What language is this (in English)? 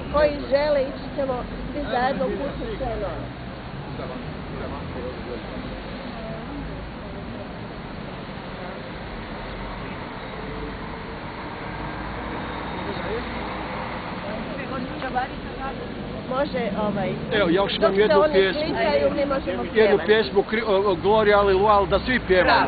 Croatian